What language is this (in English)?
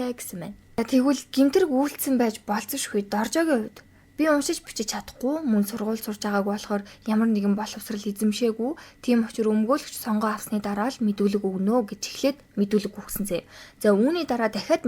Mongolian